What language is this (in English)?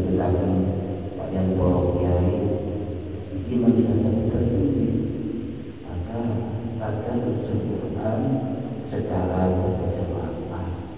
Indonesian